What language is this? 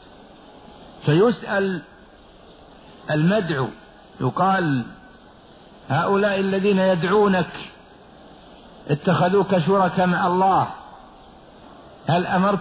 Arabic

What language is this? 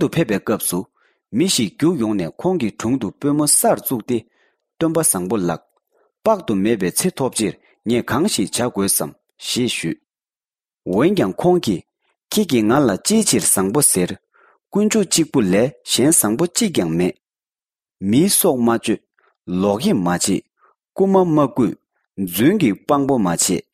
Tibetan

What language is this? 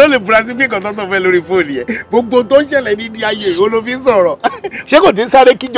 Yoruba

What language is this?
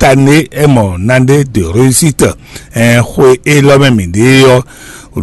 Fon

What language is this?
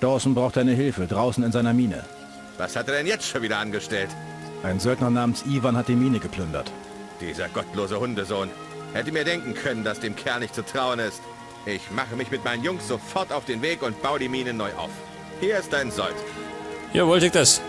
Bavarian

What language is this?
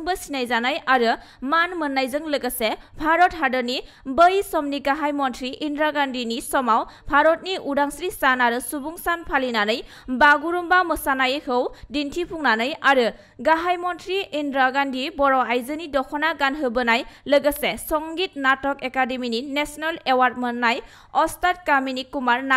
Bodo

